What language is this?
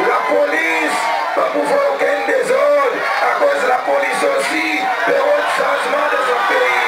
Seselwa Creole French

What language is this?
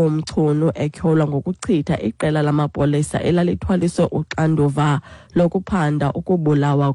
Xhosa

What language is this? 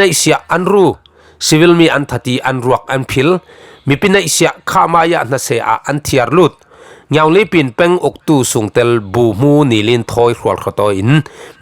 Falam Chin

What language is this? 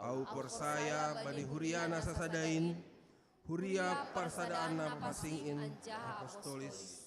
Batak Simalungun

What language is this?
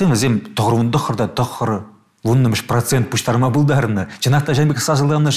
Chuvash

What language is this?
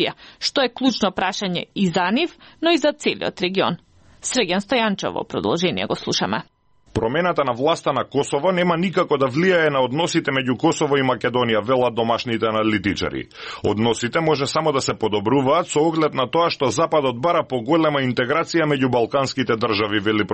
Macedonian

